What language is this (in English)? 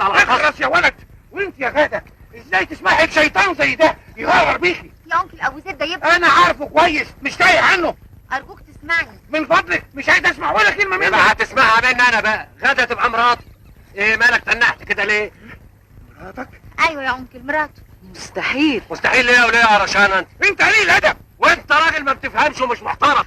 Egyptian Arabic